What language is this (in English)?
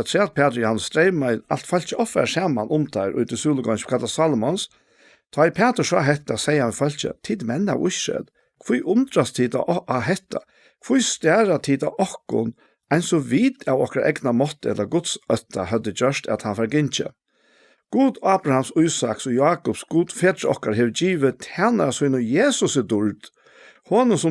Faroese